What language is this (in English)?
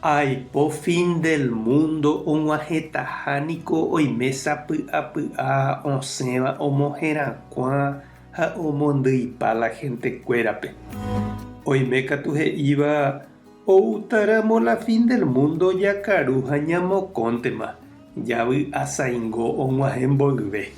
Guarani